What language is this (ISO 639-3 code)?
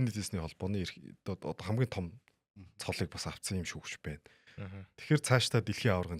mon